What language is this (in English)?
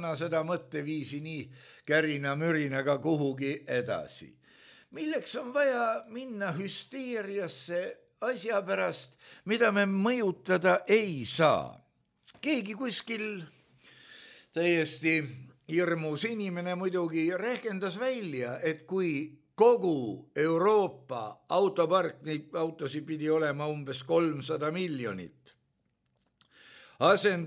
Estonian